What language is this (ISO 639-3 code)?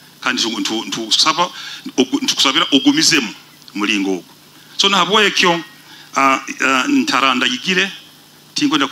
nyo